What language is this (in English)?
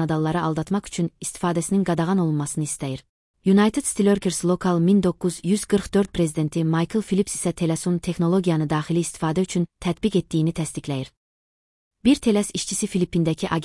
Azerbaijani